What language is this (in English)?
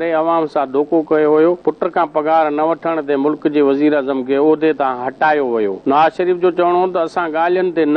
Sindhi